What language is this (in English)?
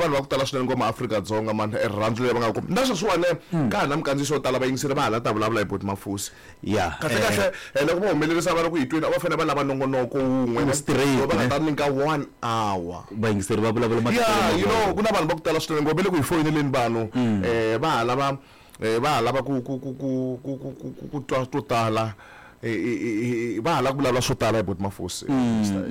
Tsonga